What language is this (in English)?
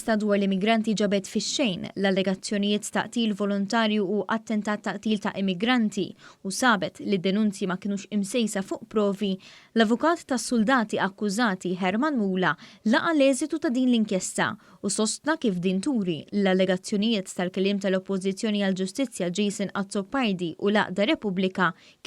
Maltese